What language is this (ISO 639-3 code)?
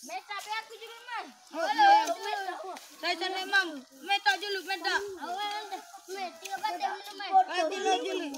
sas